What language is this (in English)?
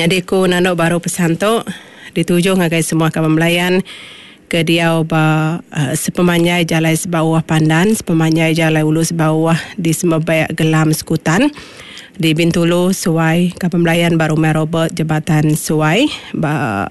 Iban